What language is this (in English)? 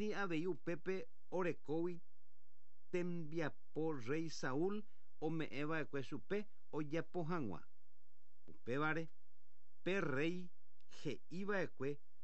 Guarani